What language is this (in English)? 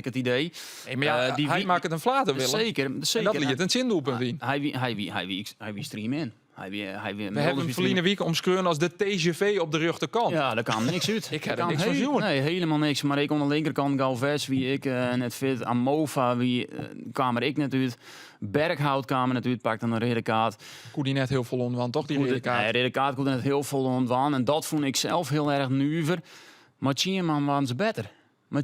Western Frisian